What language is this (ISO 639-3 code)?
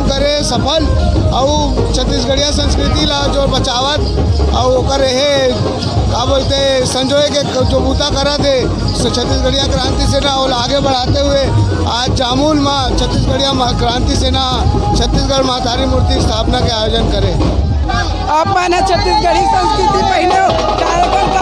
hne